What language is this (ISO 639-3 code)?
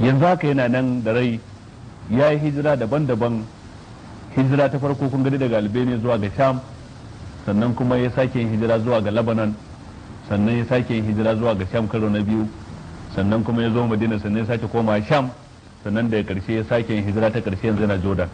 hau